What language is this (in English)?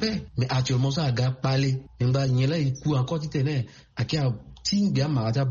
Sango